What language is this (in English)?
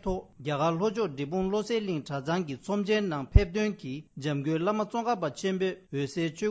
Tibetan